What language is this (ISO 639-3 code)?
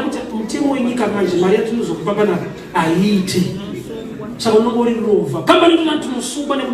sna